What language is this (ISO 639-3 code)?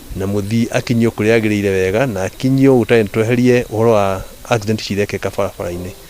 kik